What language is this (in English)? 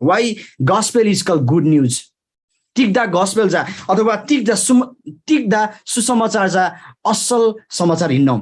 Eastern Tamang